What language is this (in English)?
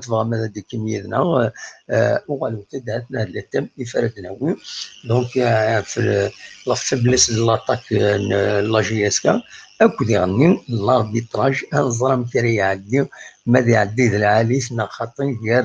Kabyle